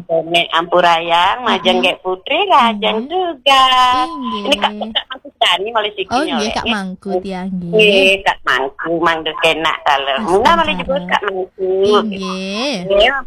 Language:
Balinese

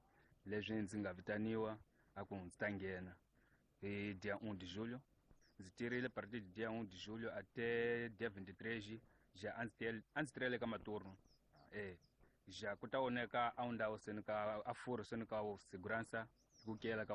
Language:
Tsonga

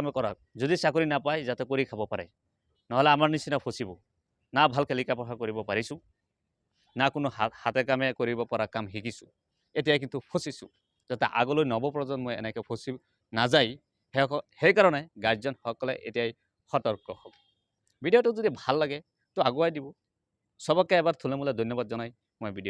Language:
Assamese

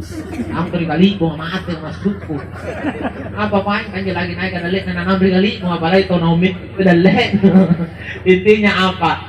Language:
Makasar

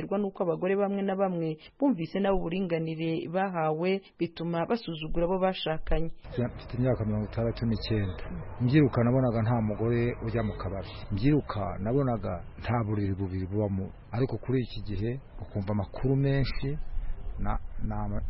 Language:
Kinyarwanda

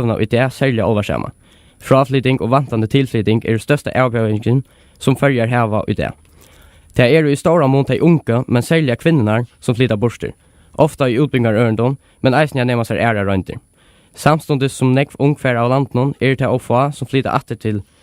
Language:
Faroese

